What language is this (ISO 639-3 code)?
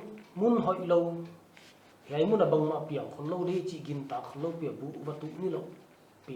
pck